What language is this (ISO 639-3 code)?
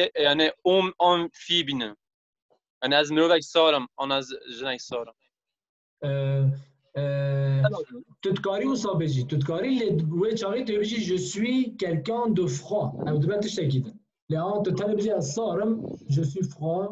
kur